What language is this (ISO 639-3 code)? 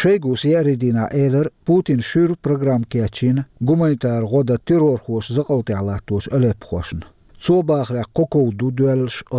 che